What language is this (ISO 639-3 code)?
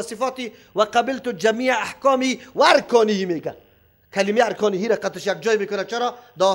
fas